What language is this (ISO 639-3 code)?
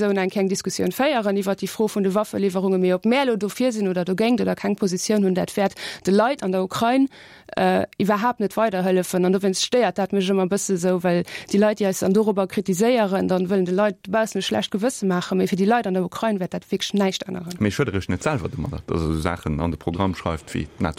ltz